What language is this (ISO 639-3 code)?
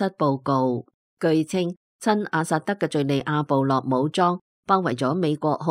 yue